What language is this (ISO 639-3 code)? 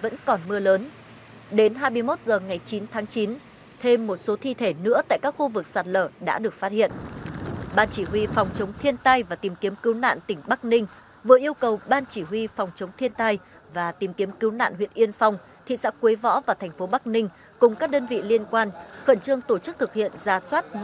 vie